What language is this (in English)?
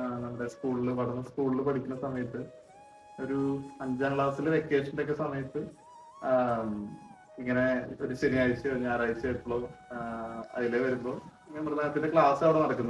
Malayalam